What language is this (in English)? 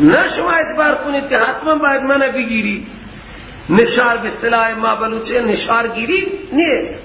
Persian